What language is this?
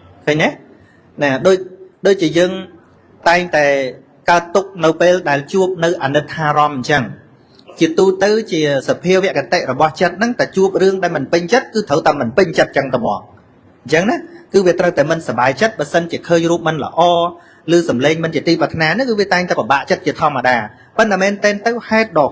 Khmer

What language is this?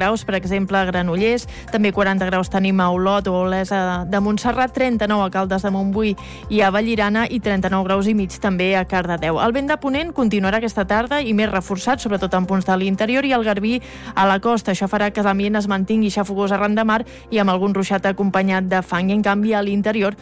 Catalan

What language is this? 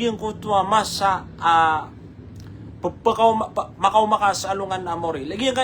Maranao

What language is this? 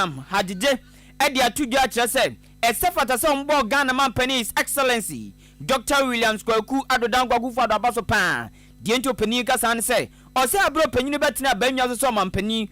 Akan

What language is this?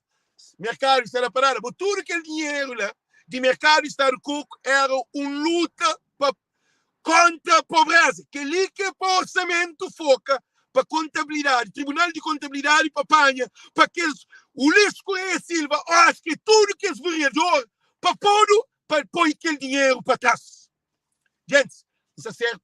Kabuverdianu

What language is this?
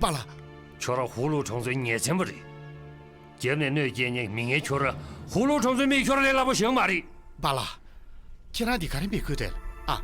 Tibetan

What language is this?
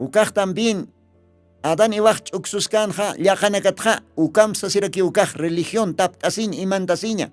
Aymara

